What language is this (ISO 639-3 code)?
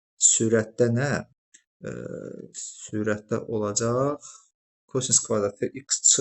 aze